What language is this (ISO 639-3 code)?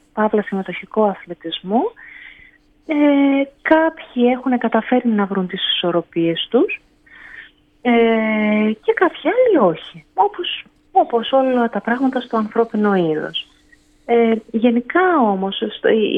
ell